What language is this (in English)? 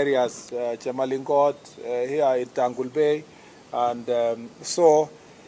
Meru